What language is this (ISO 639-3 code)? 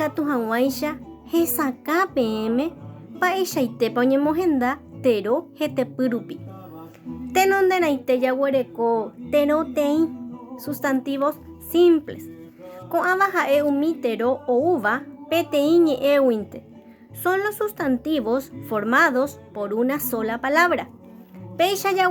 grn